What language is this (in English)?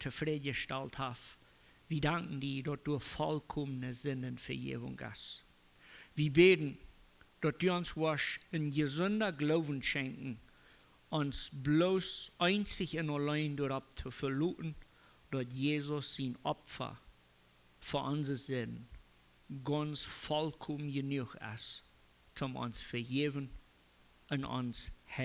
Plautdietsch